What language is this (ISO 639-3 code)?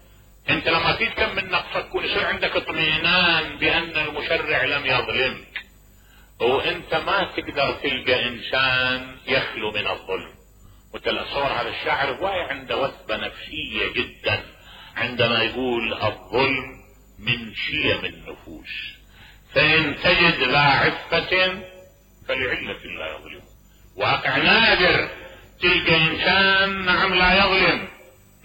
acm